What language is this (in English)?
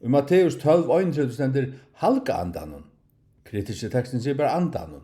Faroese